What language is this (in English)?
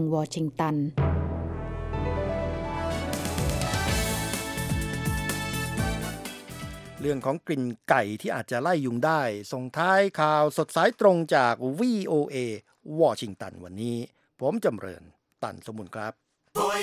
Thai